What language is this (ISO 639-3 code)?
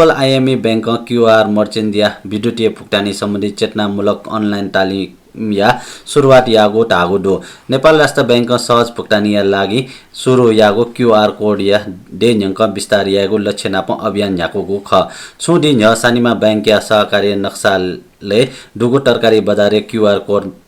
new